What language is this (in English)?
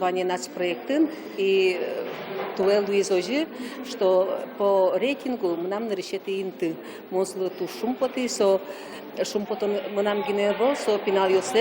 Udmurt